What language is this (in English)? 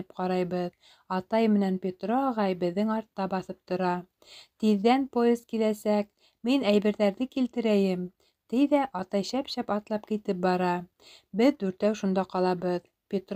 Bashkir